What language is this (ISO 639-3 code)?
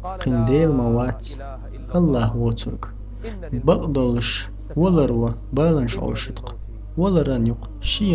che